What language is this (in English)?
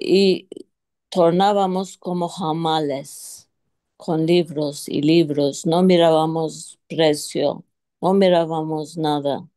Ladino